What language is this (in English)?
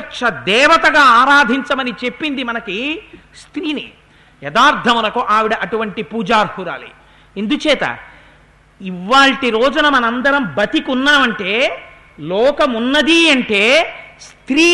Telugu